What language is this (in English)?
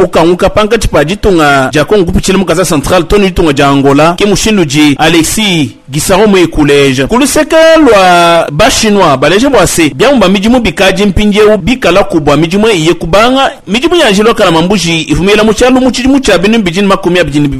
Luba-Lulua